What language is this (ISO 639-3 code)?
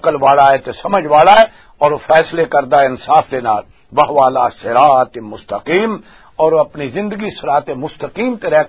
lah